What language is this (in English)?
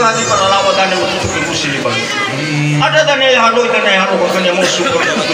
Nias